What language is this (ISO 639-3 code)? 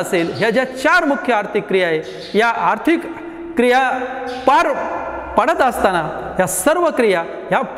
mar